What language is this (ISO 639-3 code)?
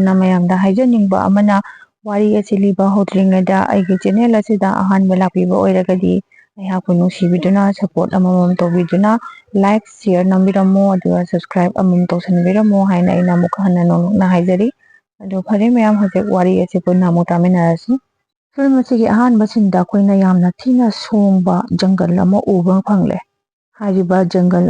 mni